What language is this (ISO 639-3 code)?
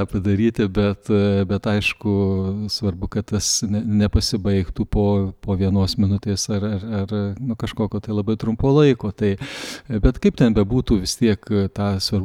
lit